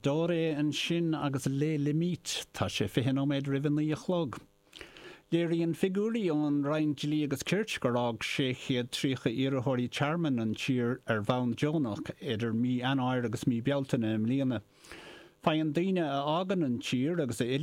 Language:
Irish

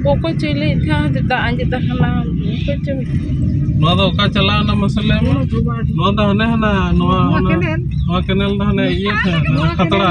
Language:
Santali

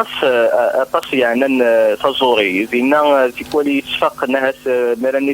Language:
Kabyle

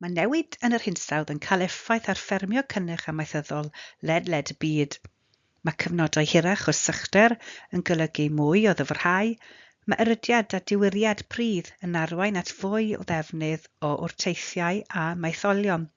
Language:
Welsh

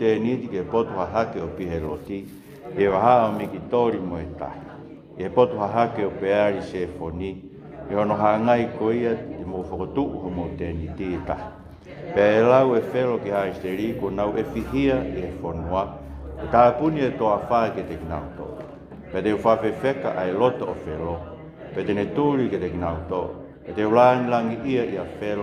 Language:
Tongan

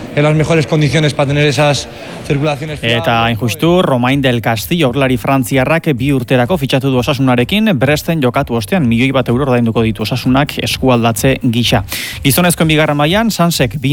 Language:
Basque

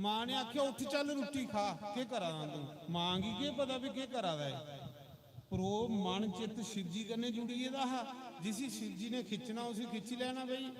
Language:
Dogri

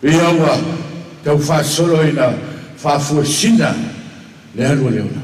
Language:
Samoan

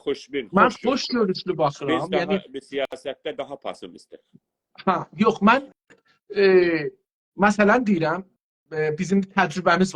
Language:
South Azerbaijani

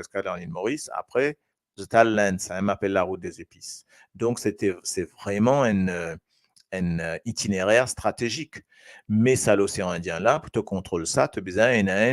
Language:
Morisyen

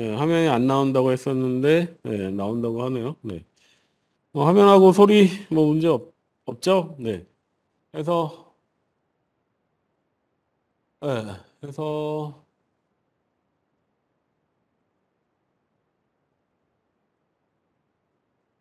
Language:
Korean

